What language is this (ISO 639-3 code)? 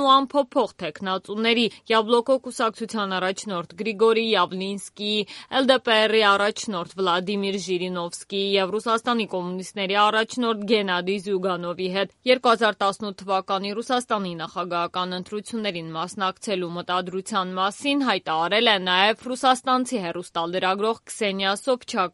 hye